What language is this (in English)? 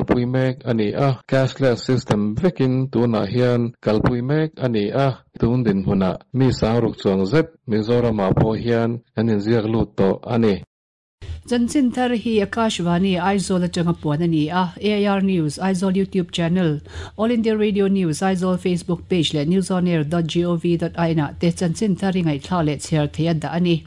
Mizo